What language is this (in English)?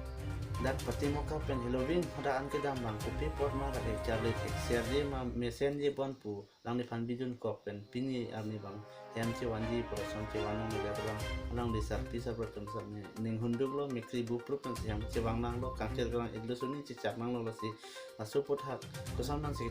Karbi